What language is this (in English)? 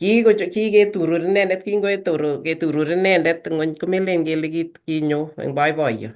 Kalenjin